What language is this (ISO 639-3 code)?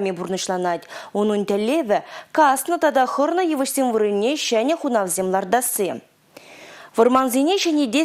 chv